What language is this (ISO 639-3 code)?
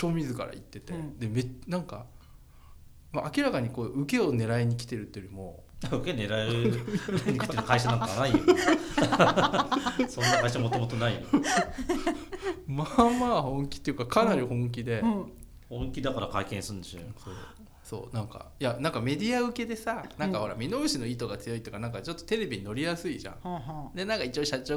jpn